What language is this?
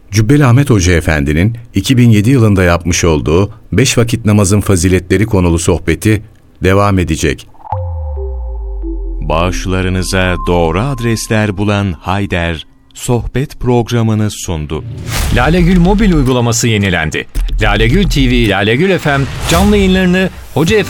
Turkish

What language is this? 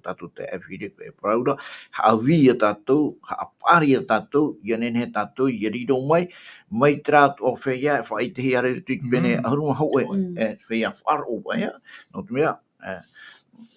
Tahitian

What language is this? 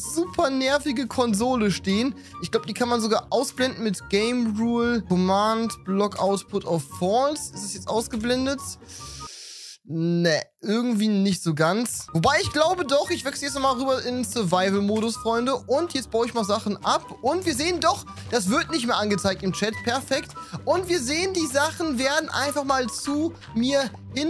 German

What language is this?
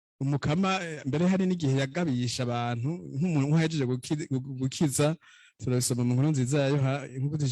Rundi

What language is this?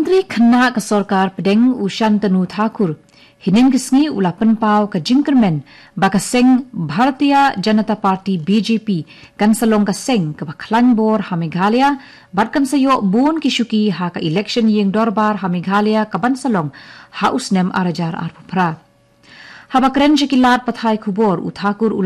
Khasi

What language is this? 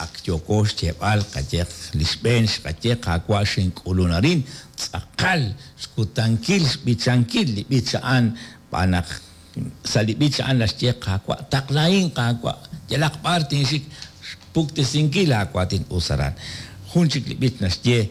Kekchí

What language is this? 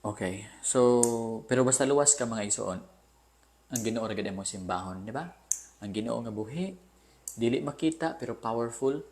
Cebuano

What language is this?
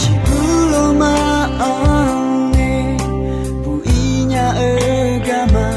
Akha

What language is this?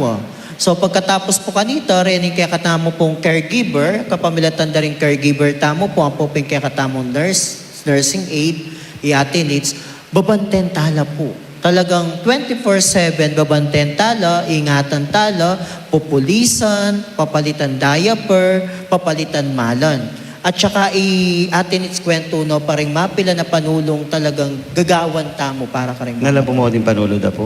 Pampanga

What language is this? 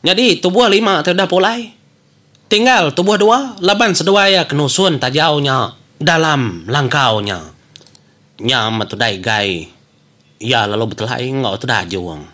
Iban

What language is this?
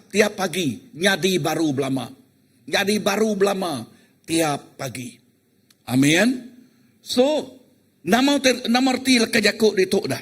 Iban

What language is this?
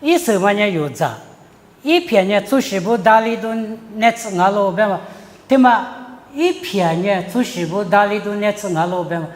Lisu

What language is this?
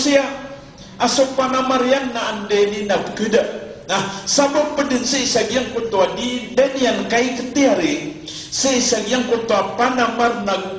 Maranao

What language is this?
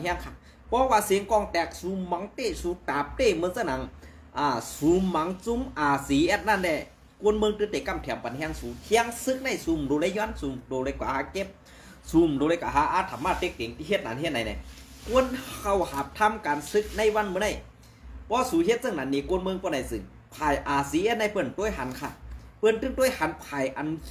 Shan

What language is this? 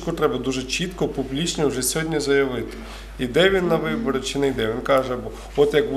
Ukrainian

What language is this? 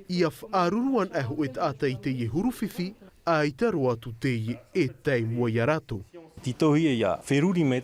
Tahitian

